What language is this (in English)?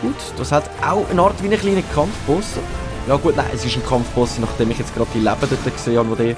Swiss German